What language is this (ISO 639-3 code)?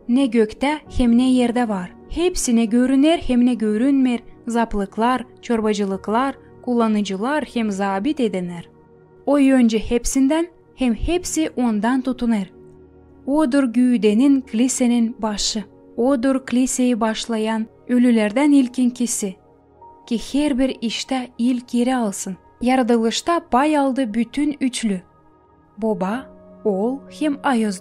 gag